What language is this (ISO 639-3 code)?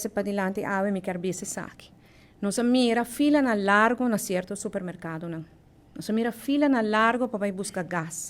pap